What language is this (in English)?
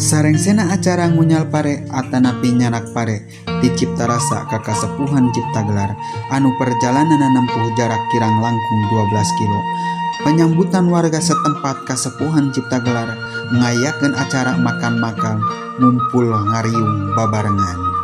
Sundanese